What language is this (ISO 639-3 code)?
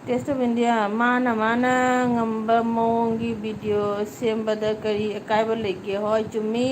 mni